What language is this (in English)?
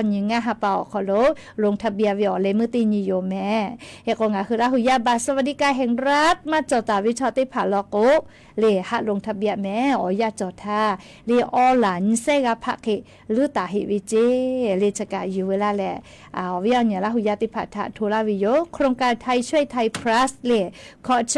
Lahu